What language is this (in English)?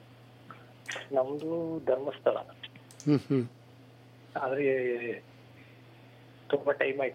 Kannada